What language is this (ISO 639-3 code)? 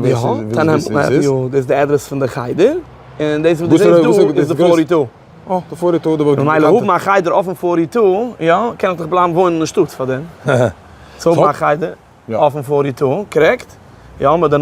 yid